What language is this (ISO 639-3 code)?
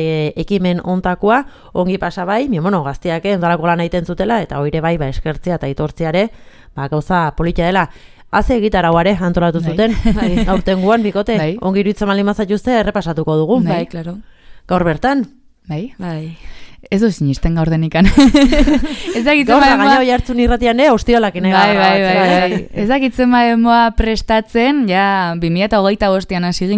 eus